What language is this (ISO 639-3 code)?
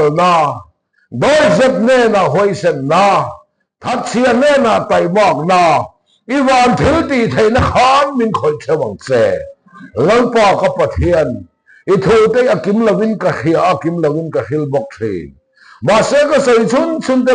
lus